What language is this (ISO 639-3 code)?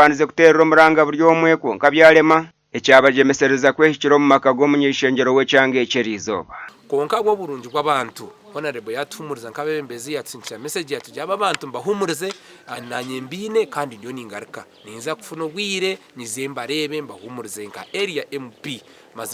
nyn